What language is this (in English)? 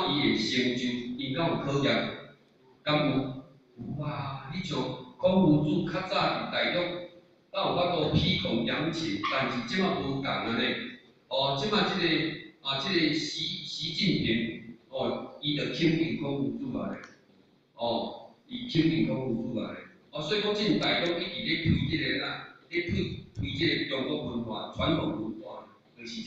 Min Nan Chinese